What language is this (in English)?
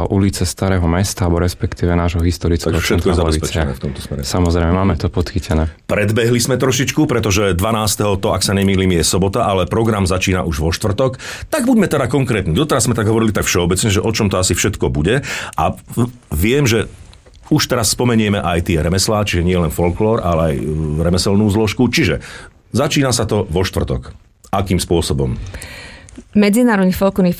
Slovak